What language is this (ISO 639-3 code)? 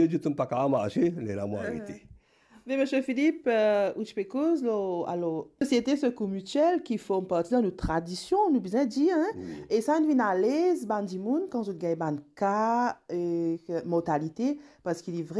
mfe